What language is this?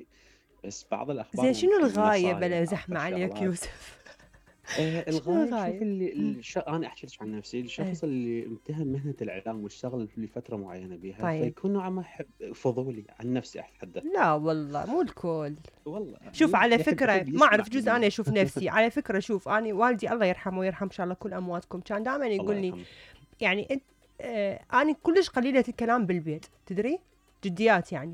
Mesopotamian Arabic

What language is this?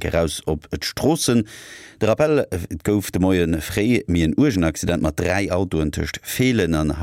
Luxembourgish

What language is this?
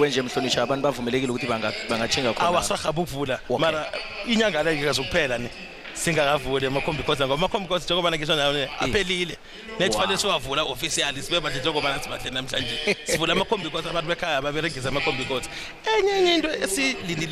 South Ndebele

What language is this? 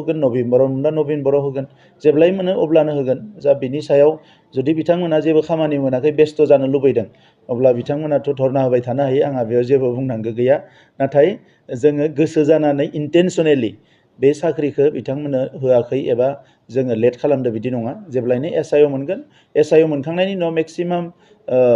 Bodo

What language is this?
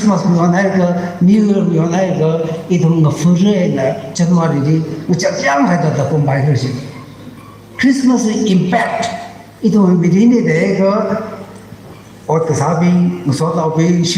Tangkhul Naga (India)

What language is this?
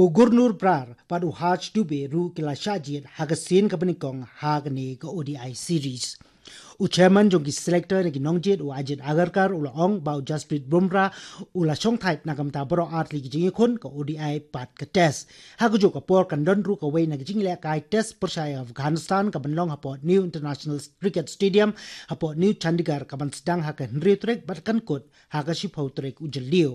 Khasi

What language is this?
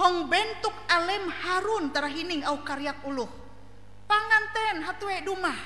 Ngaju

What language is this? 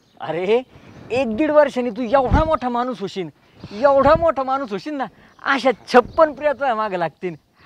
Marathi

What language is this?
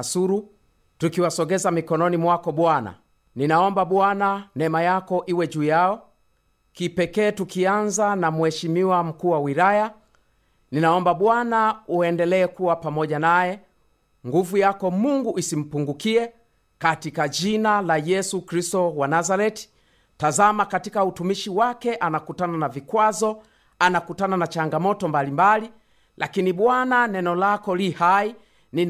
Swahili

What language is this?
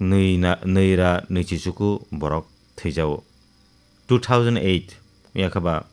Kok Borok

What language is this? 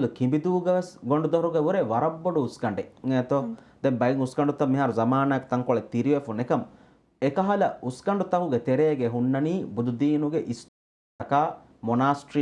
Divehi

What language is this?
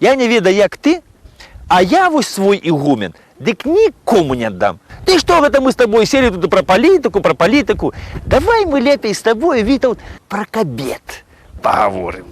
Belarusian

